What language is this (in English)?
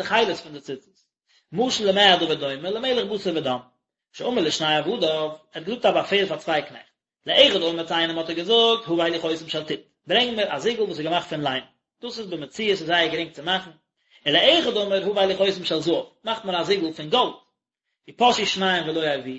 Yiddish